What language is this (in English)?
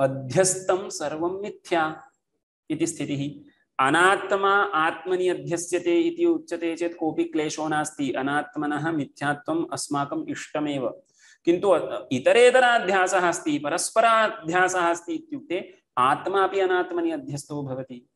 Sanskrit